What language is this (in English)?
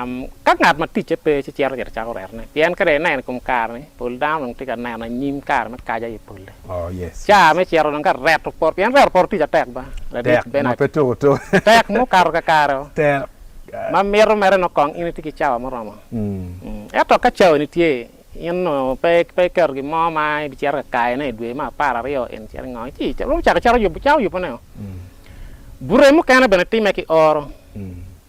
Acoli